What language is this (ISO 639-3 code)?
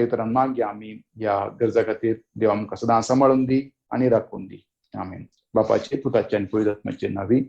kok